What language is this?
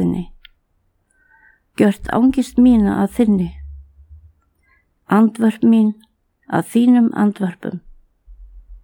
Icelandic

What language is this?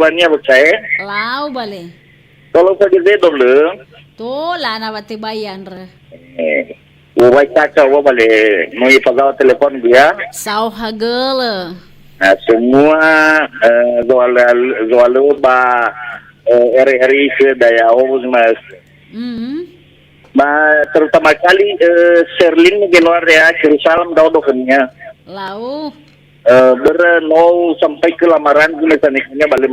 Nias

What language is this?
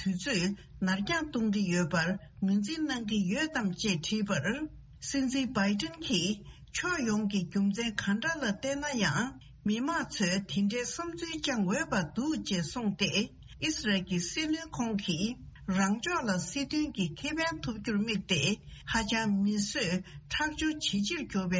Tibetan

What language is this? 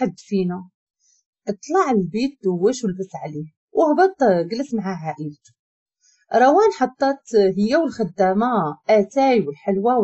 Moroccan Arabic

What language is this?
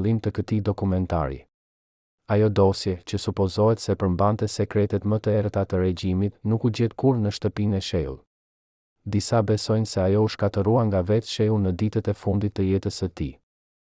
Albanian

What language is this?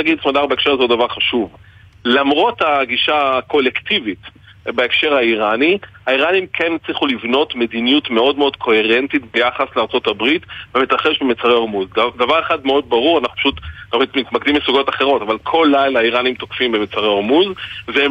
Hebrew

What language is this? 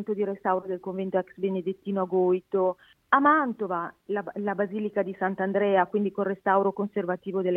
Italian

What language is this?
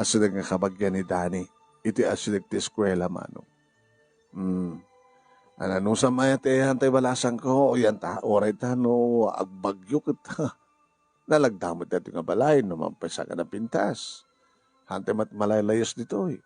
Iloko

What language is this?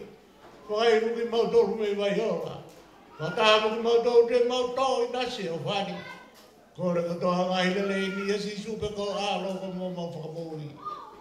Tongan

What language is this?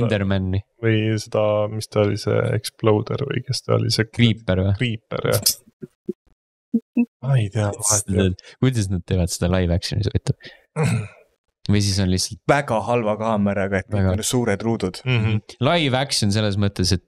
Estonian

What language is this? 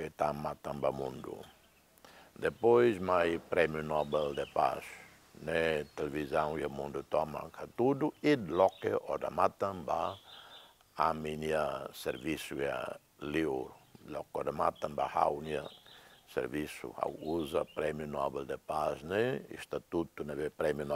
Tetum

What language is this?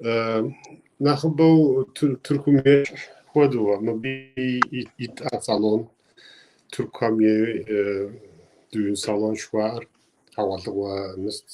Kabardian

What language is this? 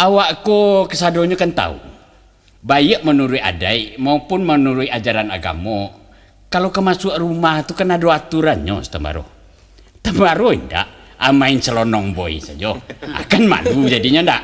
Minangkabau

